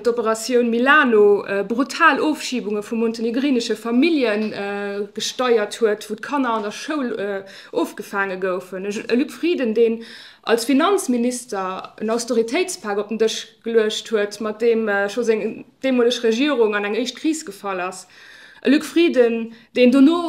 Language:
Luxembourgish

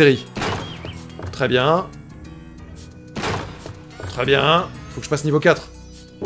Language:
French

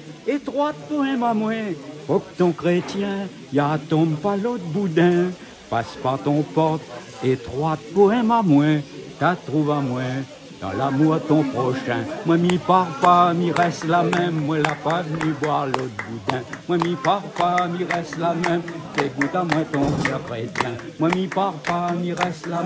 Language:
Réunion Creole French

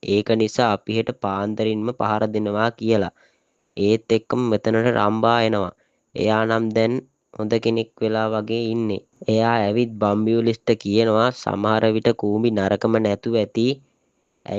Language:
Sinhala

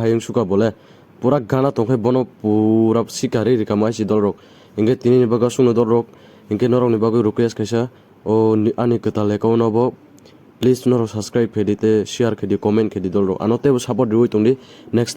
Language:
Kok Borok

